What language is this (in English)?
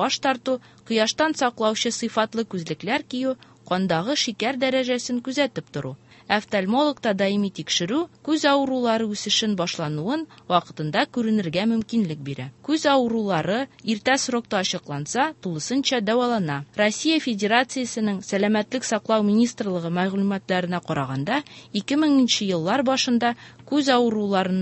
Tatar